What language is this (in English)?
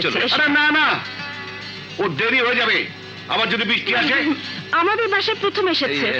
Bangla